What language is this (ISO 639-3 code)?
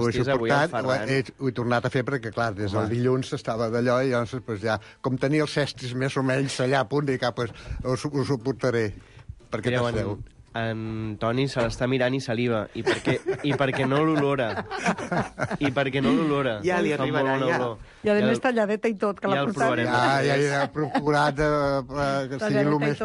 cat